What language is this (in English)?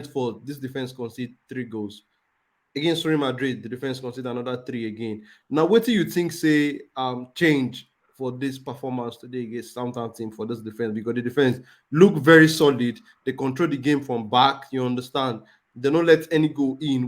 Nigerian Pidgin